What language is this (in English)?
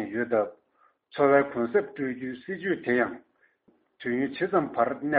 Tibetan